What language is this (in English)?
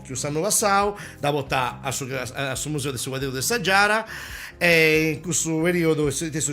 Sardinian